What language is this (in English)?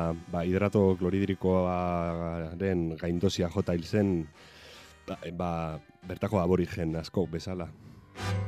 Basque